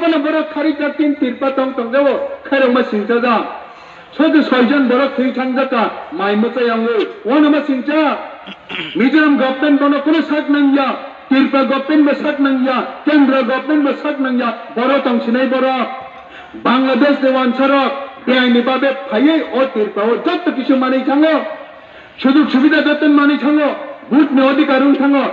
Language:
Kok Borok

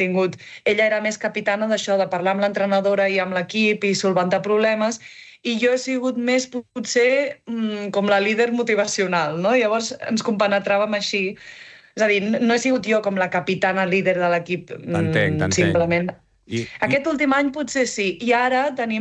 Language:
Catalan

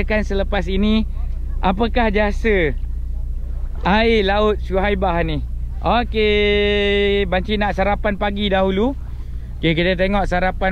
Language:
Malay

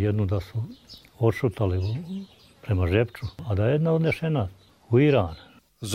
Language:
Croatian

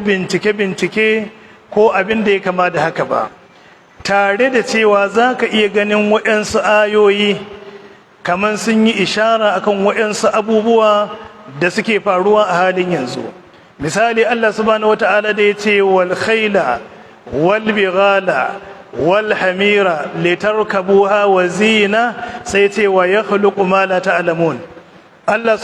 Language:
Hausa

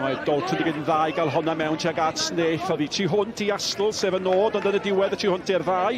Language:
Welsh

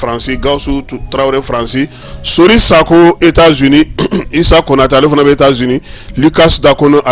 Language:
Bambara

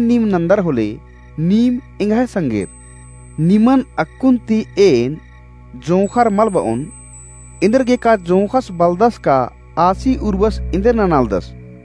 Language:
Kurukh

